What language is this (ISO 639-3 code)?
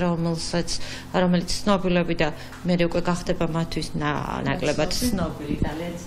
kat